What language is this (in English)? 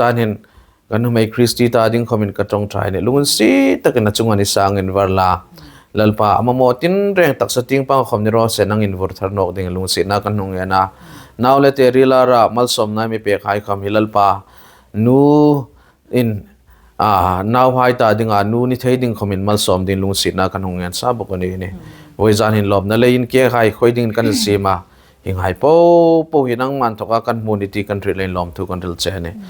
Hmar